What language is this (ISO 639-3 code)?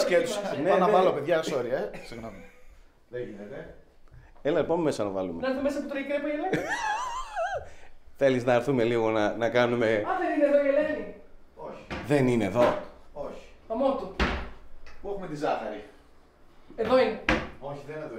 ell